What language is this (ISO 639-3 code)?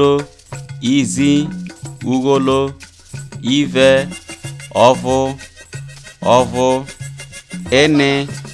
iso